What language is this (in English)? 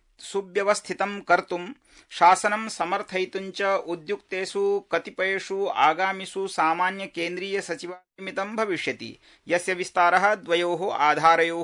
Sanskrit